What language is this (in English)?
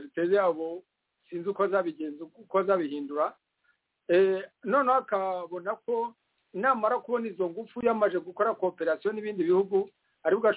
Kinyarwanda